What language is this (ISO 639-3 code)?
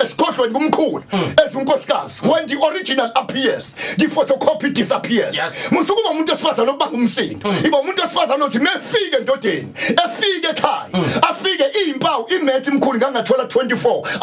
zul